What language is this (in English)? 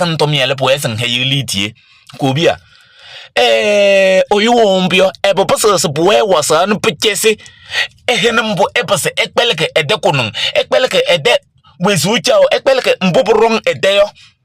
Kabiyè